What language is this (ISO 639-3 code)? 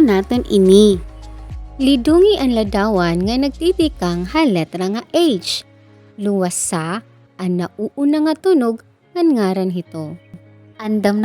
war